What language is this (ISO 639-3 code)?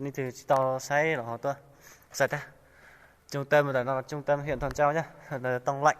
hmn